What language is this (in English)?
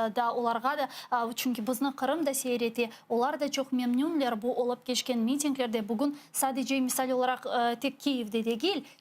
Crimean Tatar